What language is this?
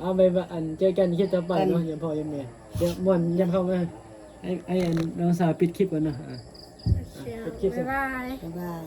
Northeastern Thai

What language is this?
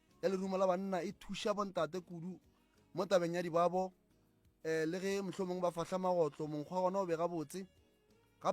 Northern Sotho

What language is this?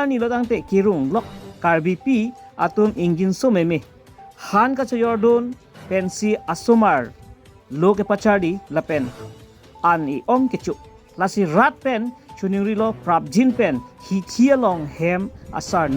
Karbi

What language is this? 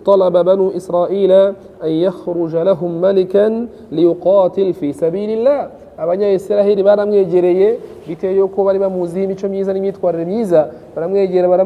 Kinyarwanda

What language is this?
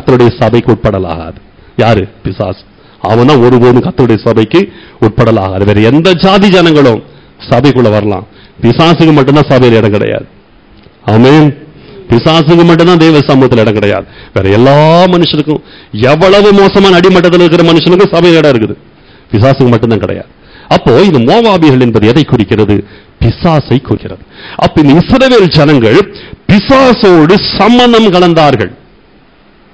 Tamil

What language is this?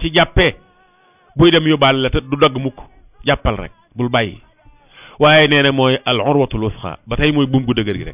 Wolof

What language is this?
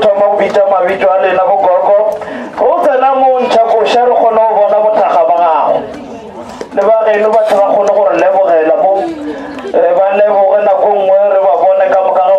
Northern Sotho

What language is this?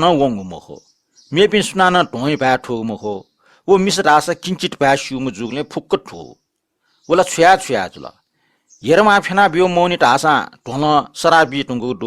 Newari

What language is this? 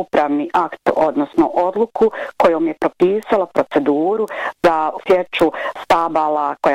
Bosnian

